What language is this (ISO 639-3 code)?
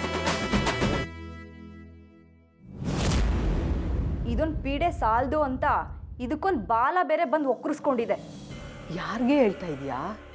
kan